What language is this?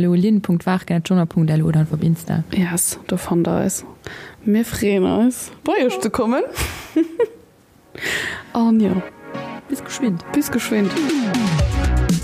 Luxembourgish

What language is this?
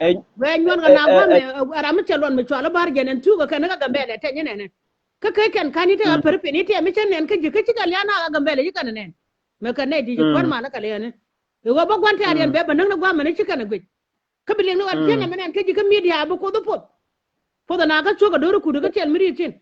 Nuer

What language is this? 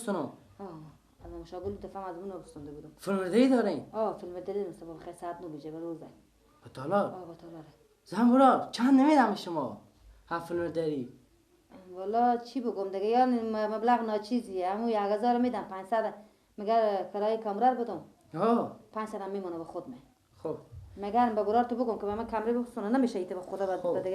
Persian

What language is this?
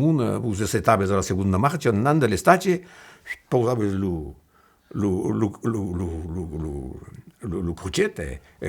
Occitan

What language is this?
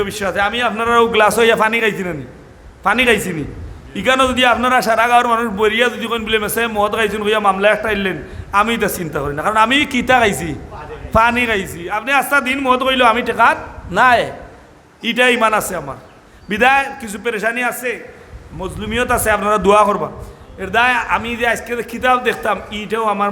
Sylheti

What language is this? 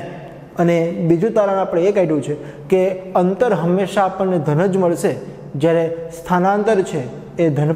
Gujarati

